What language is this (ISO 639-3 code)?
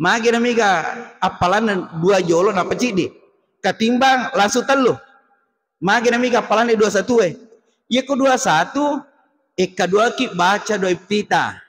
bug